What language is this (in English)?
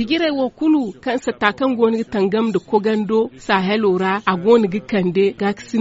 Zarma